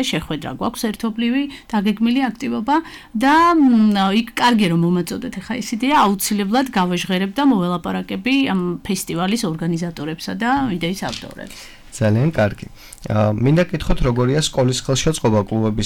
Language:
Georgian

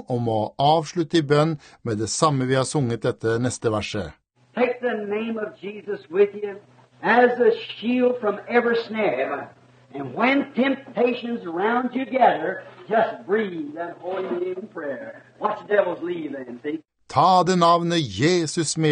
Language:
Norwegian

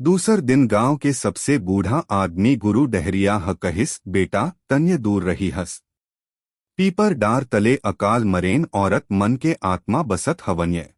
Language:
Chhattisgarhi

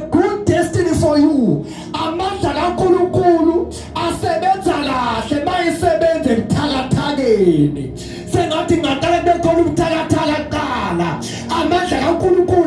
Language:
Zulu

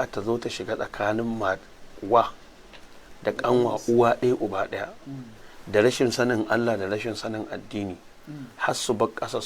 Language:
Hausa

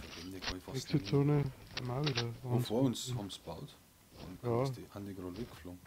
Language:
Bavarian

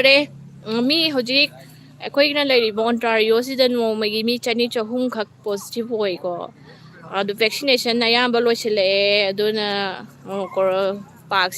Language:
Manipuri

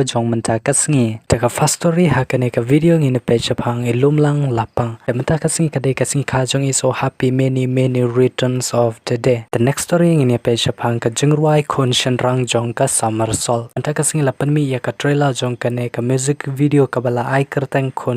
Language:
Khasi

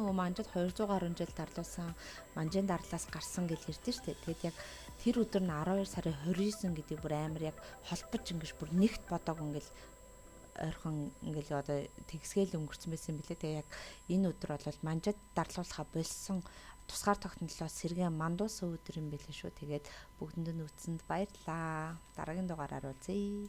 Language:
Mongolian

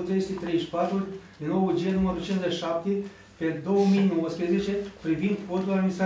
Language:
Romanian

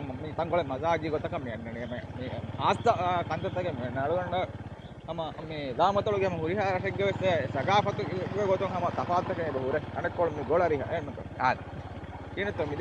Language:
Divehi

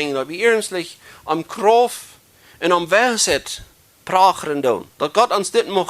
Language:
Plautdietsch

